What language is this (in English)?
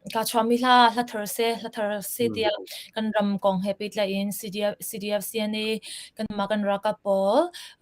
Hakha Chin